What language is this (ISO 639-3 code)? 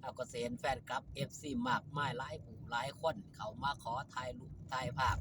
tts